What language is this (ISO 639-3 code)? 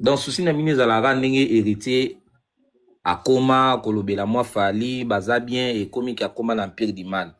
lin